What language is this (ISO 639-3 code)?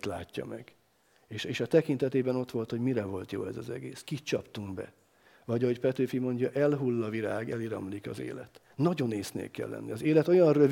hun